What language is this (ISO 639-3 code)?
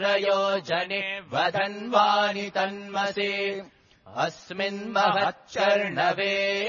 san